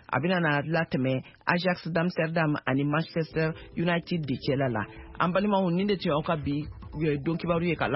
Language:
Bambara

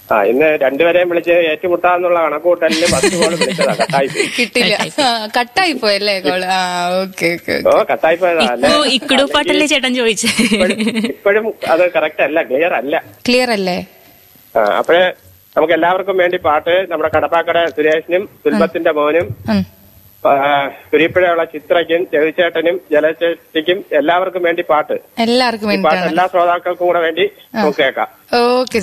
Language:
Malayalam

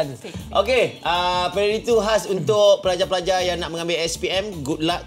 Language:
Malay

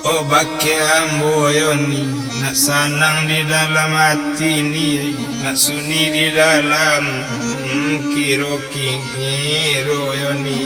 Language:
Minangkabau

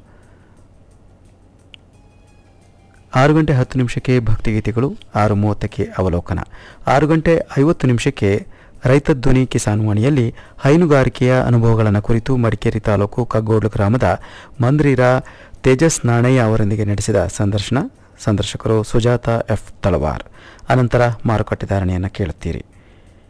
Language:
Kannada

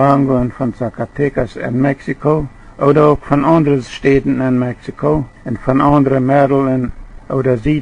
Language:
Plautdietsch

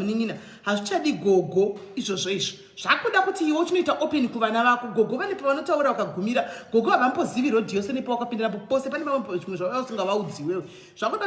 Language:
Shona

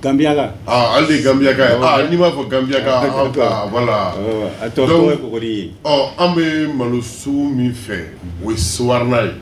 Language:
Bambara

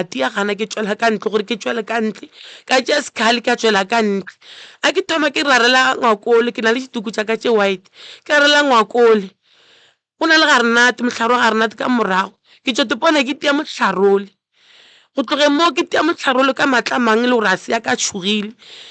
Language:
Northern Sotho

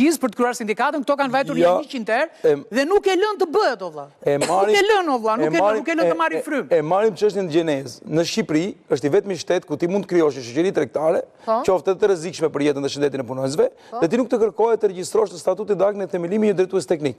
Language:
Albanian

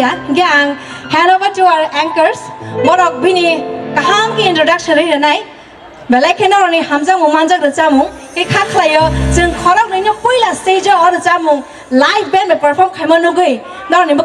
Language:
Kok Borok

